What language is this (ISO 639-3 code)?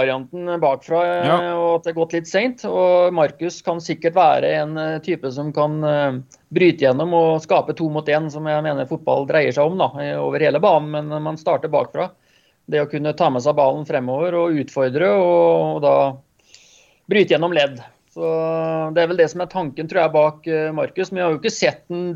nor